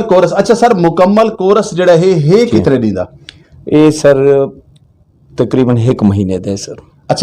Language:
Western Panjabi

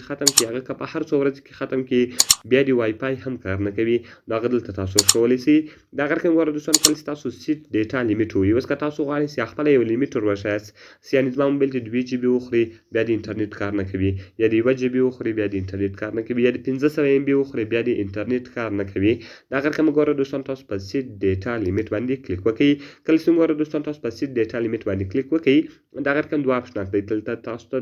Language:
Pashto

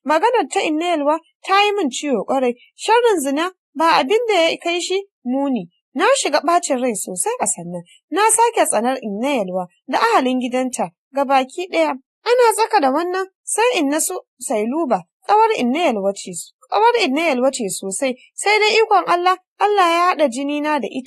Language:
Hausa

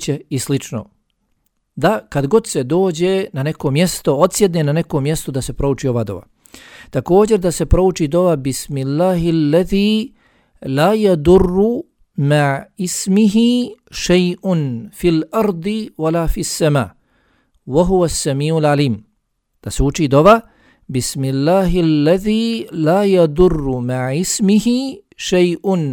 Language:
Bosnian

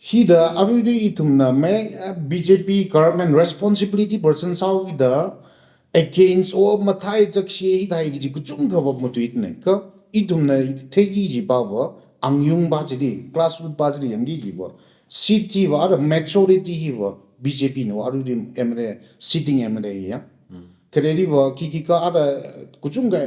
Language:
Tangkhul Naga (India)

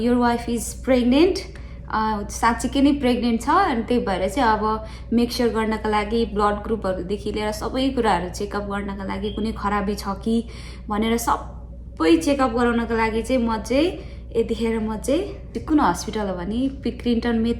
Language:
Nepali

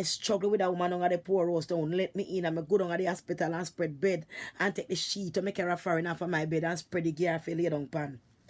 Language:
Jamaican Creole English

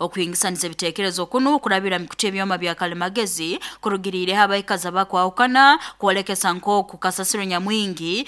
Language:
Nyankole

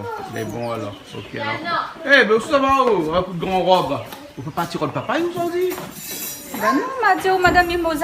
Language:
Réunion Creole French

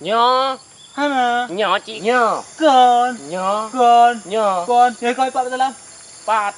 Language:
Achinese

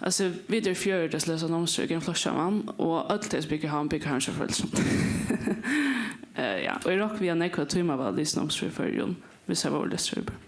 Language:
Faroese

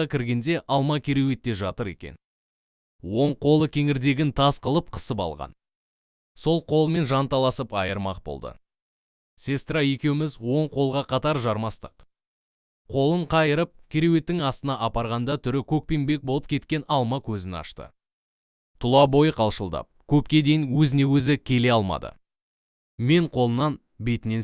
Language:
Kazakh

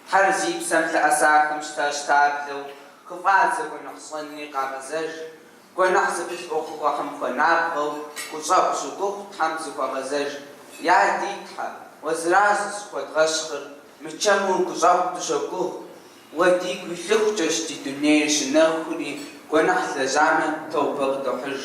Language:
Kabardian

